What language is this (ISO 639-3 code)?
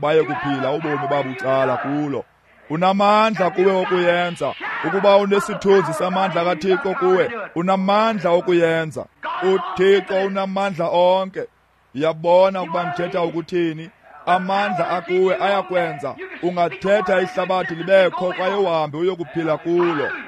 xho